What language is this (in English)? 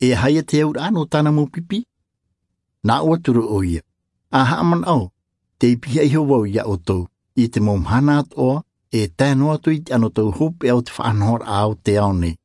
Tahitian